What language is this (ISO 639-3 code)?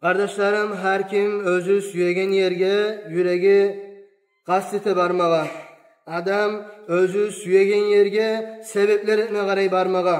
kum